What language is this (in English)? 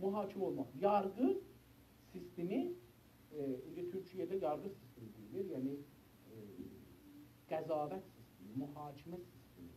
South Azerbaijani